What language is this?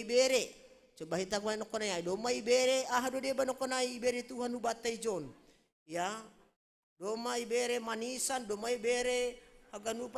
Batak Simalungun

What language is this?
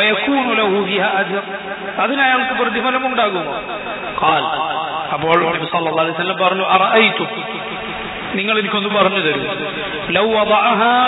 Malayalam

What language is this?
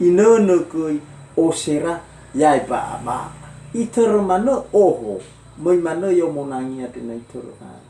Nias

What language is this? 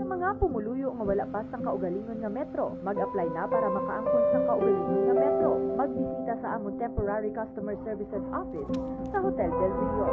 Hiligaynon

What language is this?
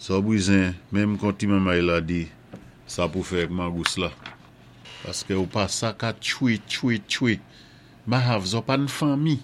Saint Lucian Creole French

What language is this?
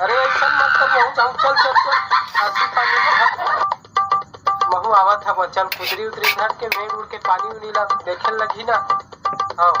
Chhattisgarhi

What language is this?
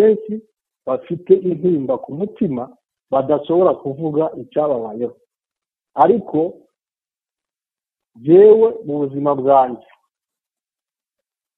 Kinyarwanda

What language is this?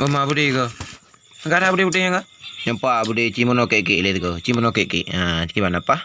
Achinese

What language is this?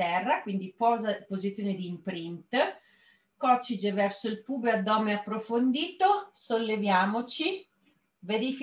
Italian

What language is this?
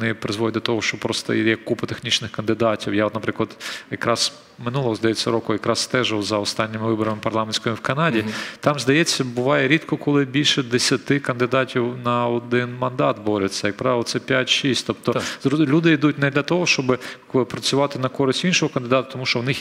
Ukrainian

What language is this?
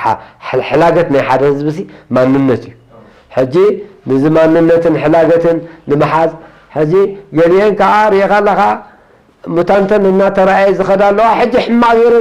Tigrinya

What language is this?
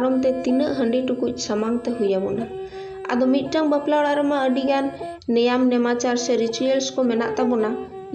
Santali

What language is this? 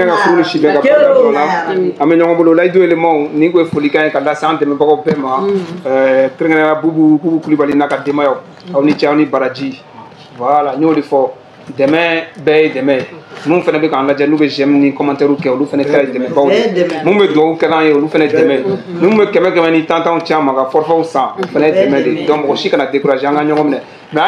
Bambara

